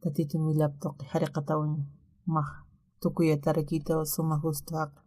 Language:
Aymara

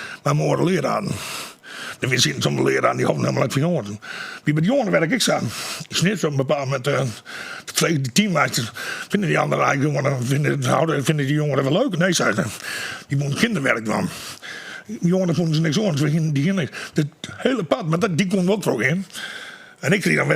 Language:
Western Frisian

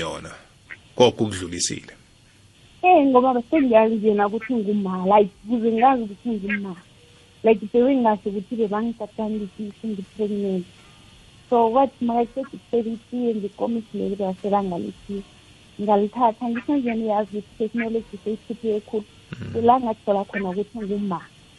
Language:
South Ndebele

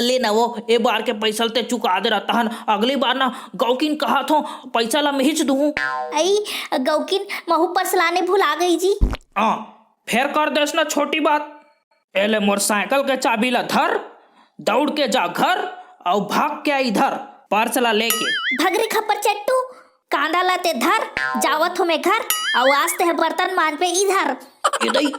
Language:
Chhattisgarhi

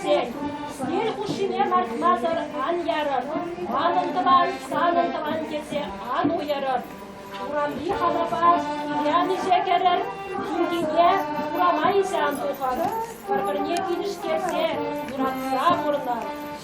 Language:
Chuvash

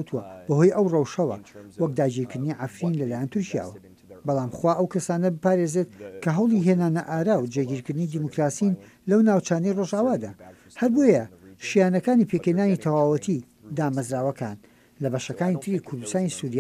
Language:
Central Kurdish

